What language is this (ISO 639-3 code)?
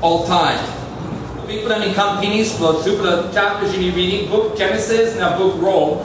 tpi